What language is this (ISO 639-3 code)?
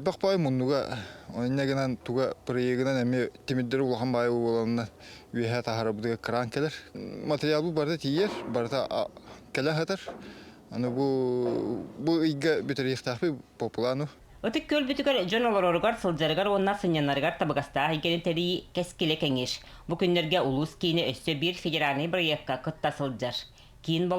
sah